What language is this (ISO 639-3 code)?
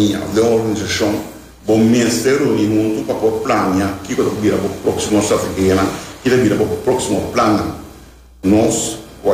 pap